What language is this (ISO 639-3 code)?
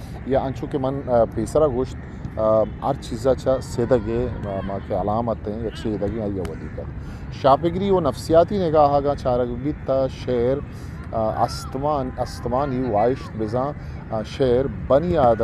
bal